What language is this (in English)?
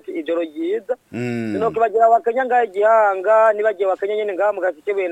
Rundi